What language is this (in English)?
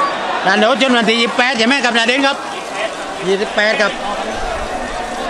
Thai